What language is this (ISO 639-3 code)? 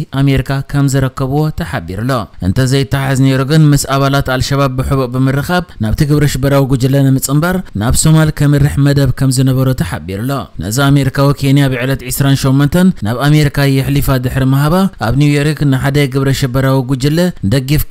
tir